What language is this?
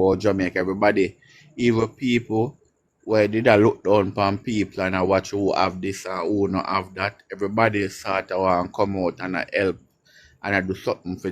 Jamaican Creole English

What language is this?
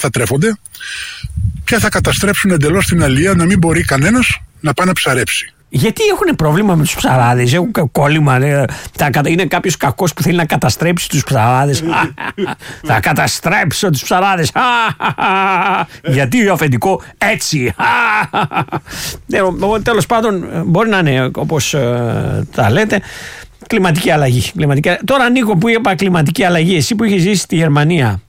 Greek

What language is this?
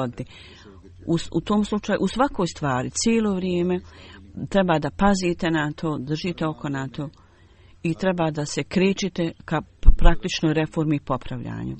Bosnian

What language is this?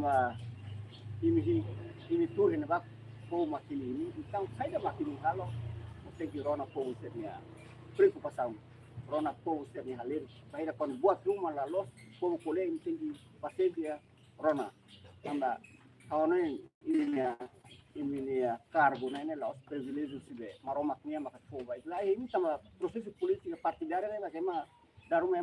Tetum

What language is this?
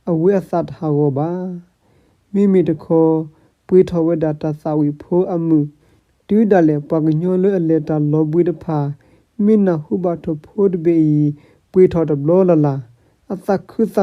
S'gaw Karen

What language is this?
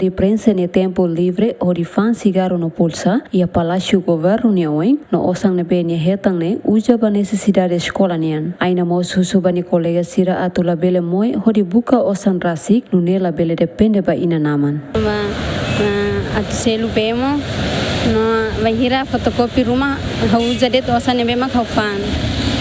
Tetum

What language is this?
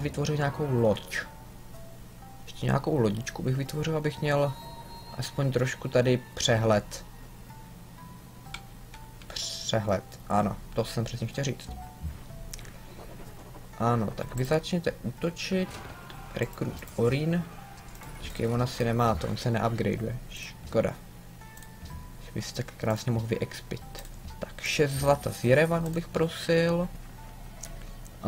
Czech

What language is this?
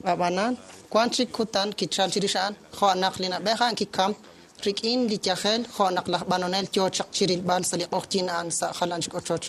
Kekchí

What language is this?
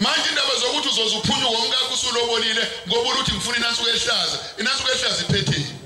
Zulu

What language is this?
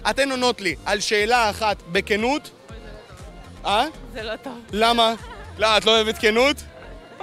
Hebrew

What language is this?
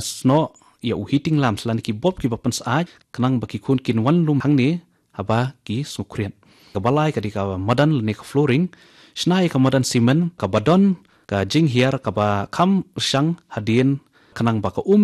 Khasi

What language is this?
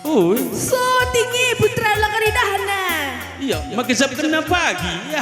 Batak Karo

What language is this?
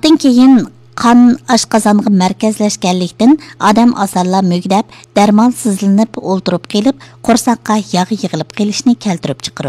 Uyghur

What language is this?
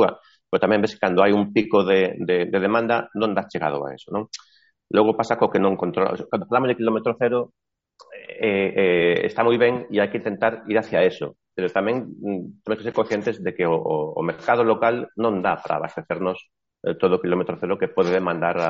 Galician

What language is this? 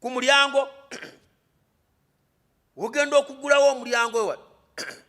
Ganda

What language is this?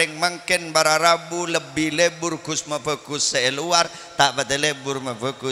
Madurese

